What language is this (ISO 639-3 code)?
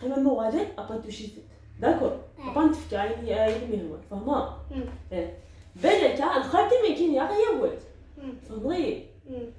arq